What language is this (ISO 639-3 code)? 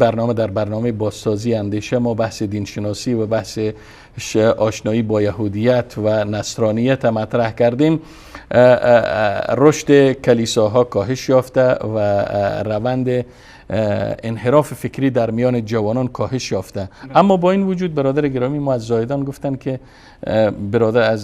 fas